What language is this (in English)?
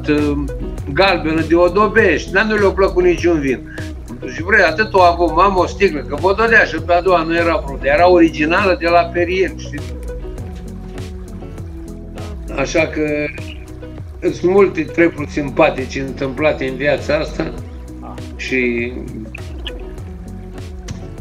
Romanian